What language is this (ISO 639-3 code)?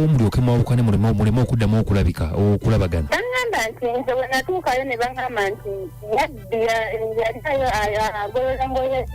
lug